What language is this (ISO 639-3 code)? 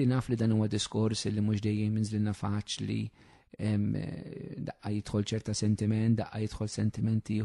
mlt